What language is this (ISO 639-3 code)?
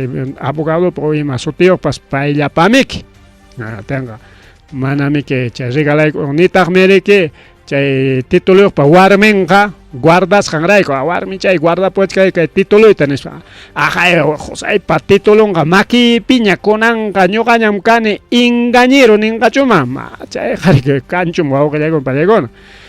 quy